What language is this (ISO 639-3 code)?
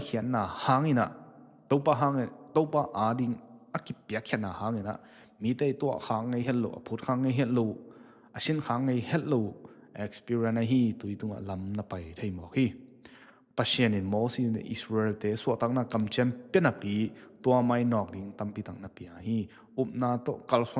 ctd